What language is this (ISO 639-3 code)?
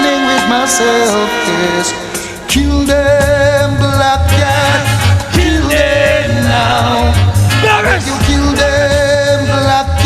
jam